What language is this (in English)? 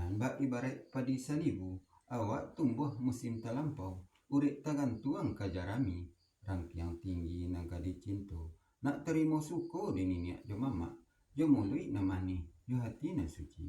Minangkabau